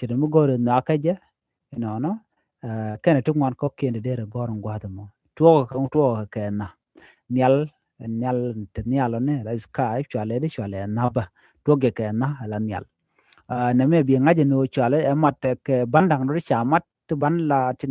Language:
Nuer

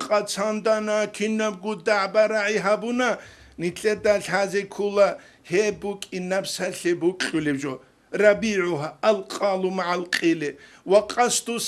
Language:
Avaric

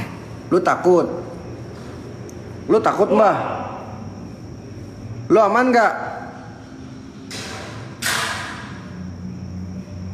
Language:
Indonesian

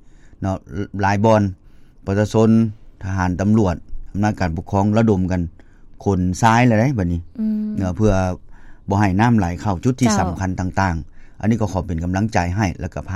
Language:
Lao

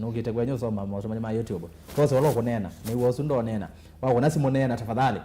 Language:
Kamba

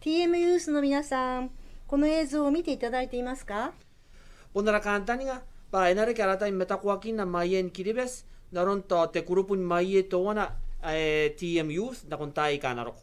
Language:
Gilbertese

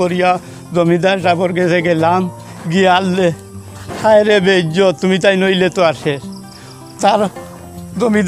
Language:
Sylheti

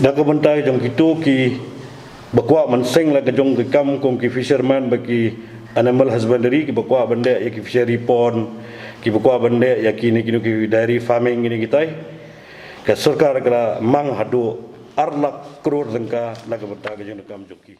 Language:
Khasi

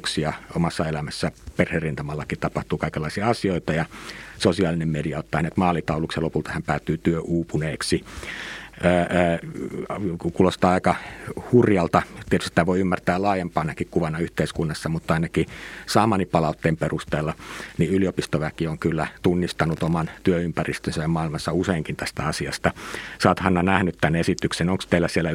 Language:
Finnish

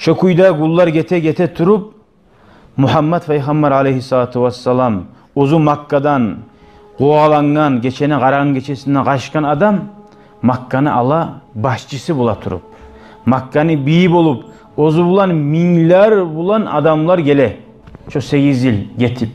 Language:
Kumyk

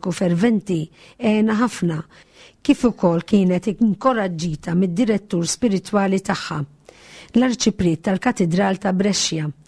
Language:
Maltese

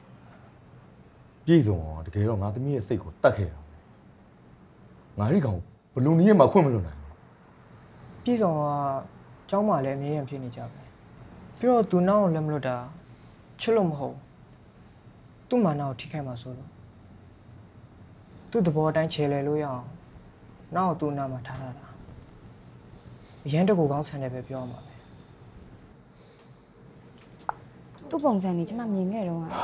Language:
Burmese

